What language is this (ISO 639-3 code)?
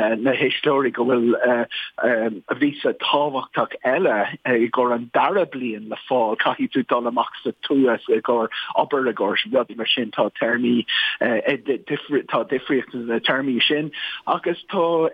gle